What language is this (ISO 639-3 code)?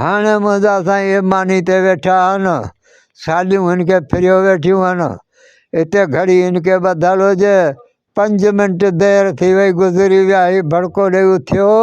snd